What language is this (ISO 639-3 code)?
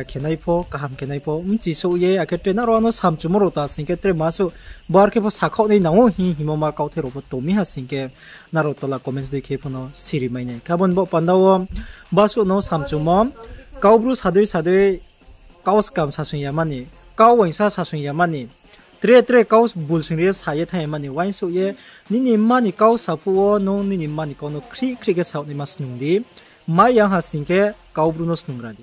ria